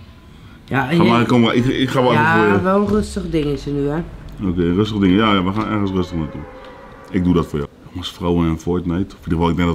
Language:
Dutch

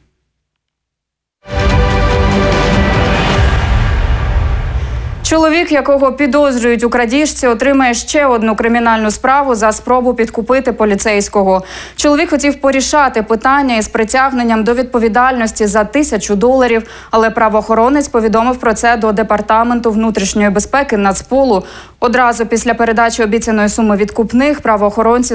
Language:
Ukrainian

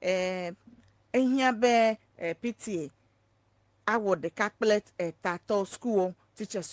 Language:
Ewe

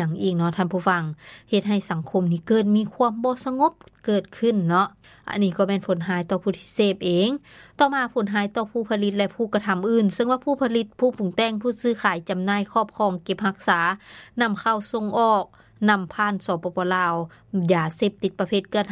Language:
Lao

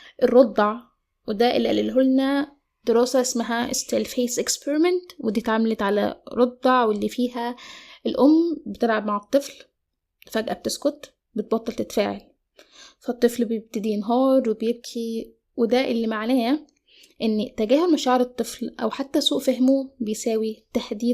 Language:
Egyptian Arabic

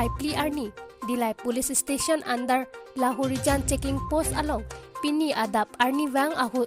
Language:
Karbi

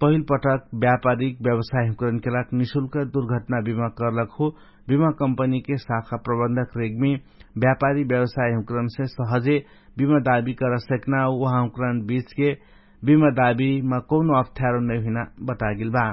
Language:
Dangaura Tharu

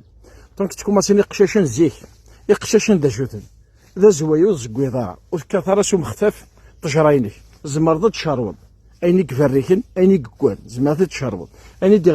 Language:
Kabyle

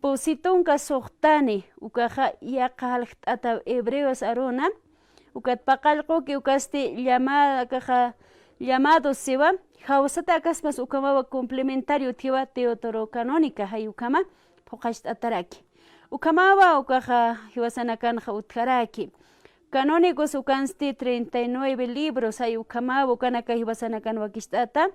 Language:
Aymara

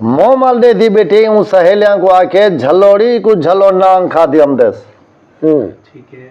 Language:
Saraiki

